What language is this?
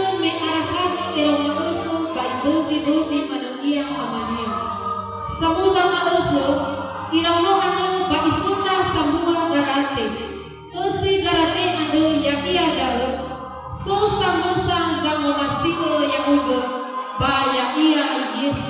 Nias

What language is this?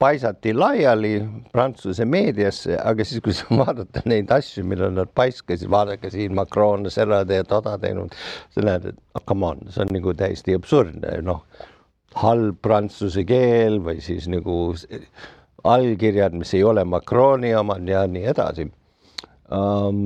Estonian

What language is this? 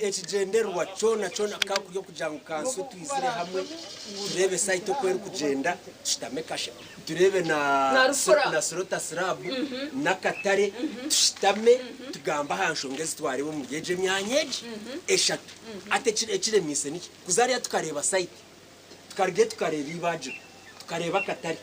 Nyankole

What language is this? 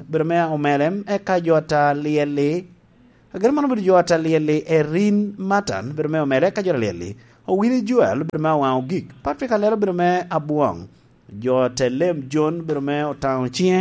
Lango (Uganda)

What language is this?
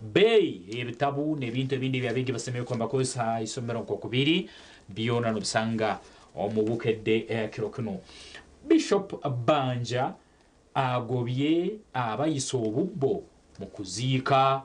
Nyankole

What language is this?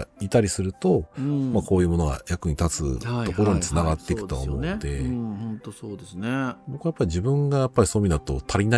Japanese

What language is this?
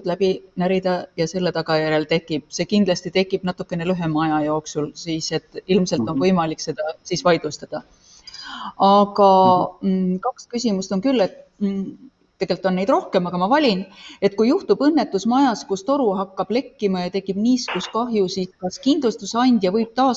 Estonian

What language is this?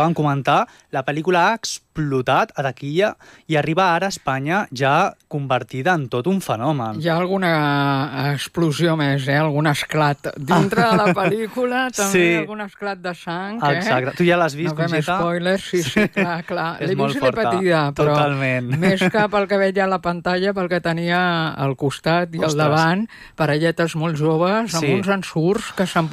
Catalan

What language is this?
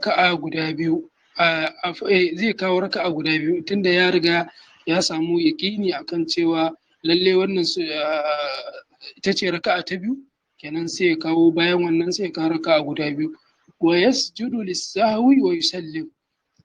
Hausa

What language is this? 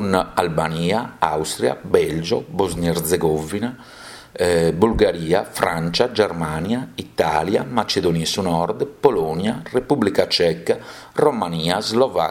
Sardinian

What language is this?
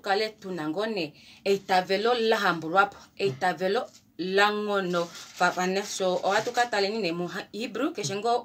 Kuanyama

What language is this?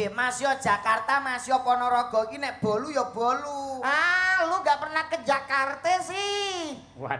Javanese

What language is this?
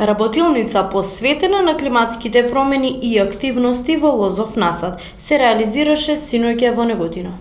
Macedonian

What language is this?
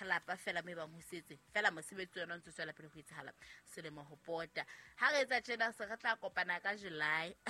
Southern Sotho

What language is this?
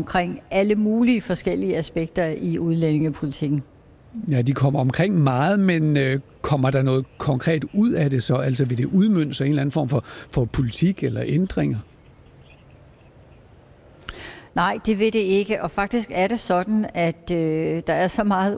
Danish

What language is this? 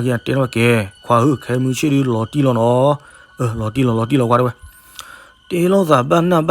S'gaw Karen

